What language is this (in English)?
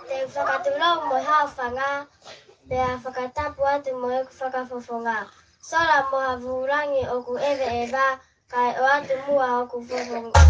Tongan